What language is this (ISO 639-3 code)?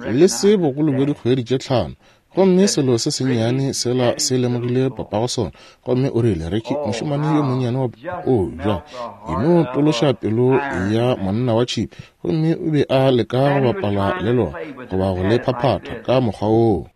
nso